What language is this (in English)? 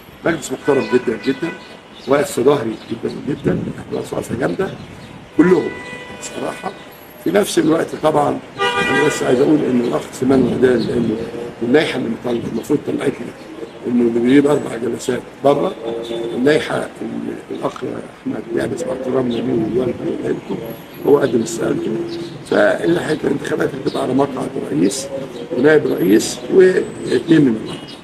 Egyptian Arabic